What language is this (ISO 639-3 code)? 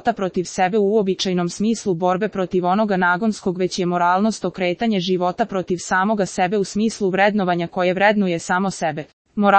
srp